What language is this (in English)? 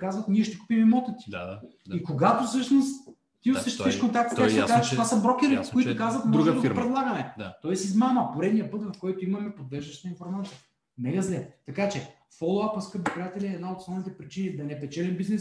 Bulgarian